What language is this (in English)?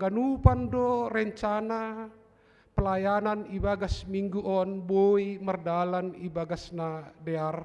Batak Simalungun